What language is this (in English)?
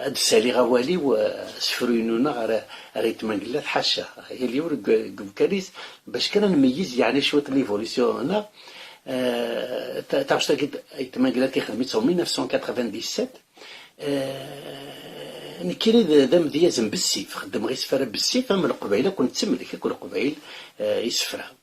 Kabyle